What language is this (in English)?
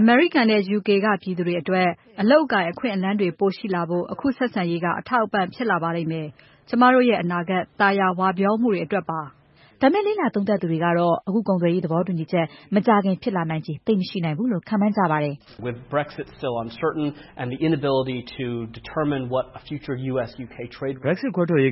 Burmese